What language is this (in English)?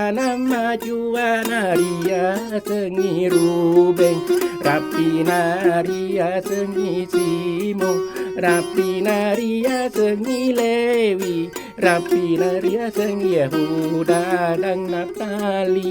Buginese